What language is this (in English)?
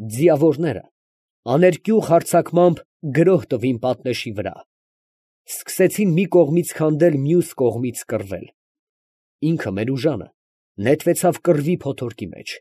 Armenian